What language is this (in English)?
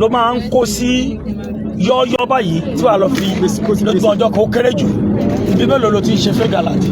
Yoruba